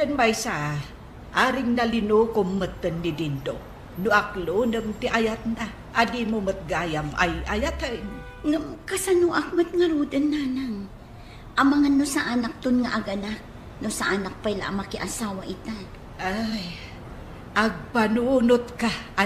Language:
Iloko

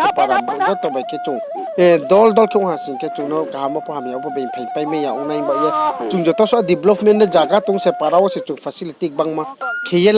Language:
Riang (India)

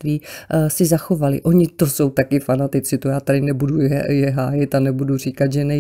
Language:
Czech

